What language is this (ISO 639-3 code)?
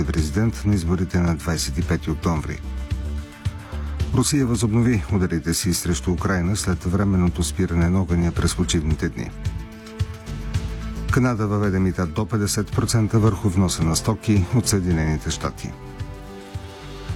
bul